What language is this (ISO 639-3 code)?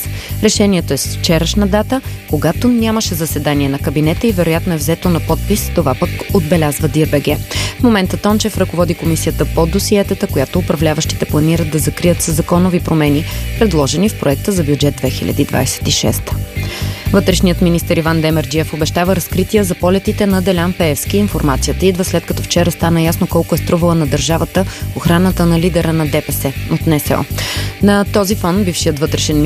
bul